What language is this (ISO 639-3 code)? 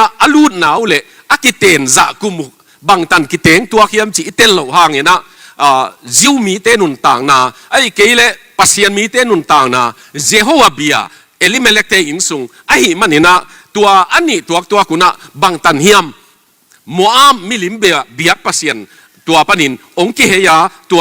ctd